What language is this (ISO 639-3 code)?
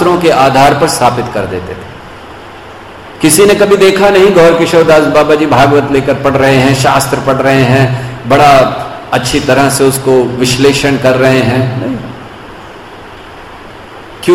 hin